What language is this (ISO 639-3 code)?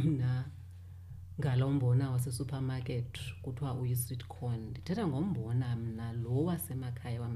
xho